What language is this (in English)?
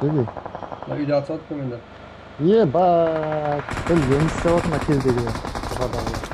Kara-Kalpak